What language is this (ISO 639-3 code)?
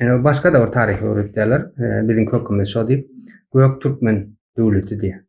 tuk